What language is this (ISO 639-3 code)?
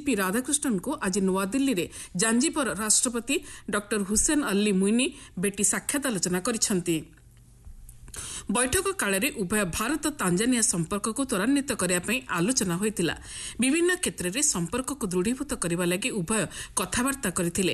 ori